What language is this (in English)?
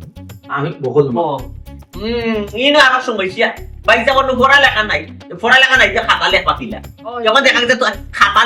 Sylheti